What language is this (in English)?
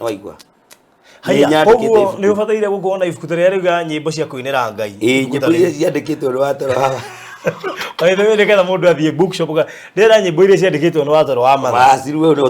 Kikuyu